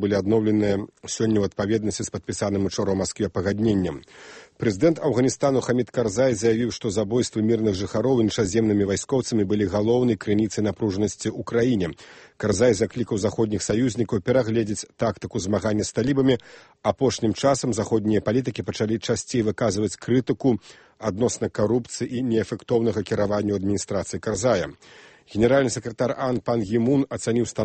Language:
Belarusian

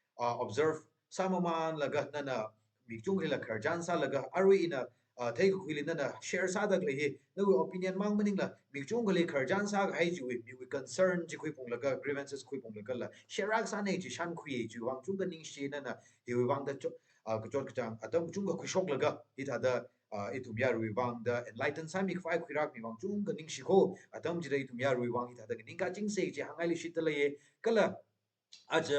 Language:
Tangkhul Naga (India)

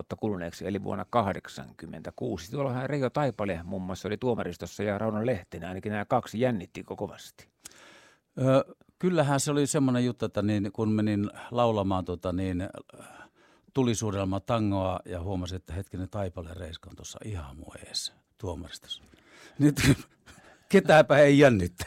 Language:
Finnish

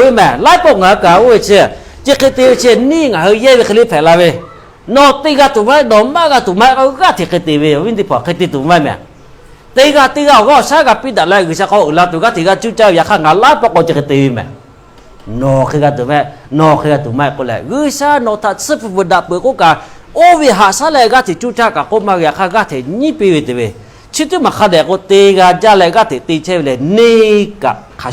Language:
Lahu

